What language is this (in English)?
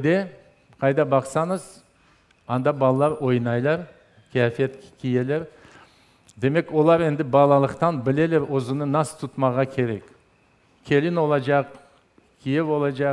Crimean Tatar